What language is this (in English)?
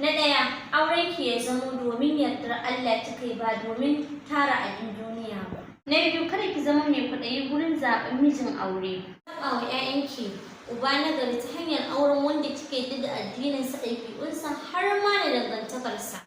Hausa